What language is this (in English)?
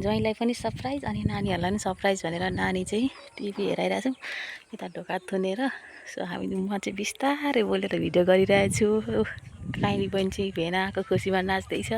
Nepali